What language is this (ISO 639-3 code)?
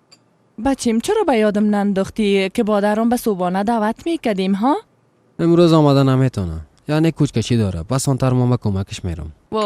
fas